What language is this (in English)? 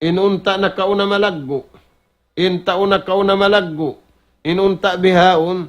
Tausug